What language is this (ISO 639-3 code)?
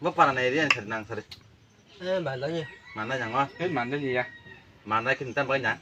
trp